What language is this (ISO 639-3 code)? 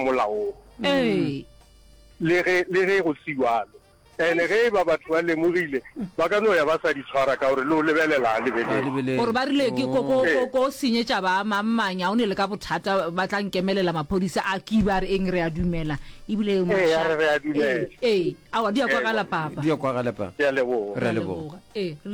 nso